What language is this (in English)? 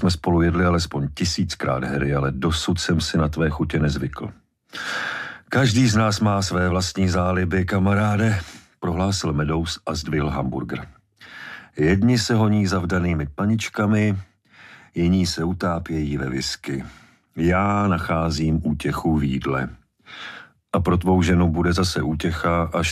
Czech